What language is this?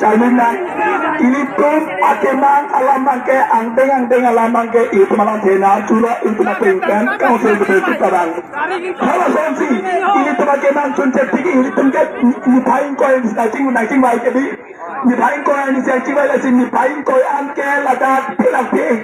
Karbi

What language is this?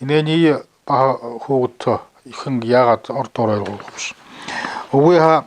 Buriat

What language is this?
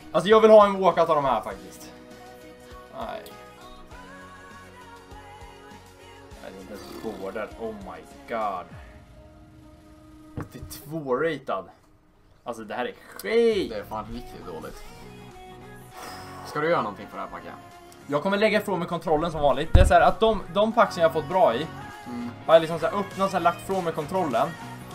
Swedish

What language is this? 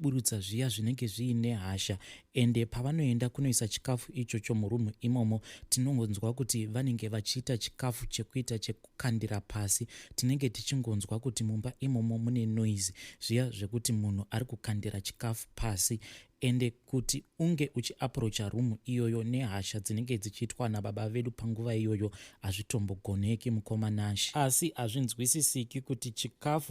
Shona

